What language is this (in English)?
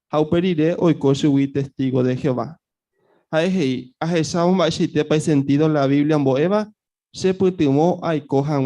Guarani